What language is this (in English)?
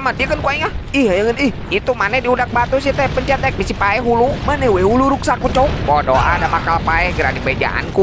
Sundanese